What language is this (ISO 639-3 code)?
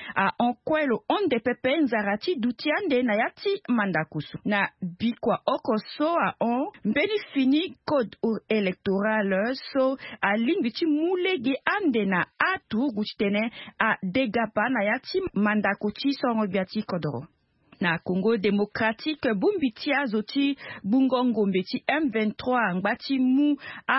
sag